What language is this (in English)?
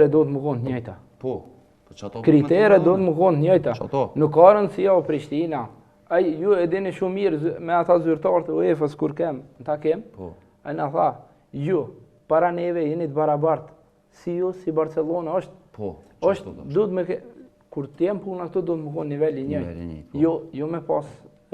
Albanian